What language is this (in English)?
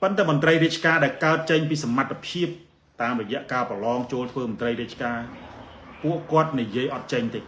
Khmer